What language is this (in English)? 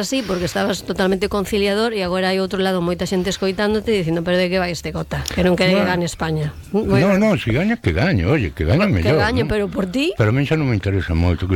Galician